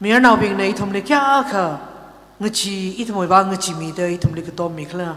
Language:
Tangkhul Naga (India)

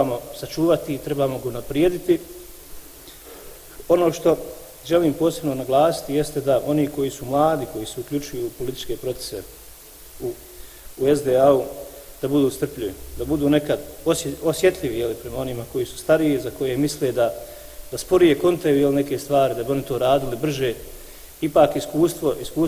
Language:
Bosnian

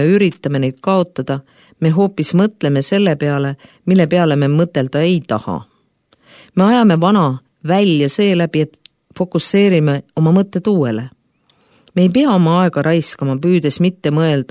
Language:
Estonian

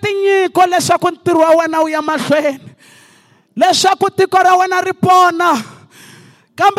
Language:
Tsonga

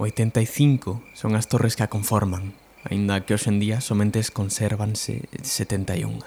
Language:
Galician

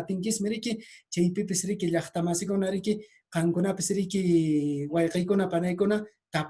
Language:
Quechua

